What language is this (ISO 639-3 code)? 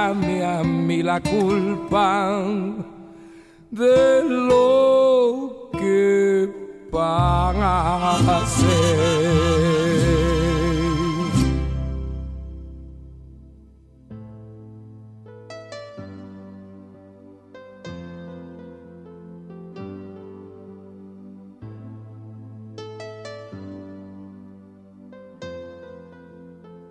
spa